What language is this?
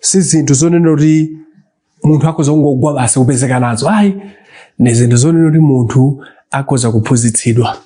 Nyanja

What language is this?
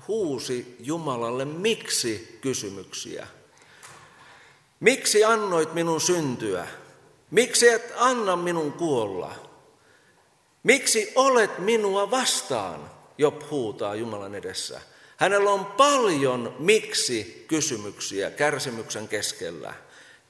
Finnish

